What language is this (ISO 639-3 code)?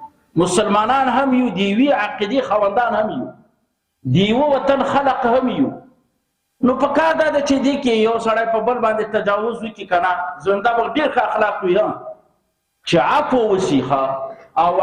pus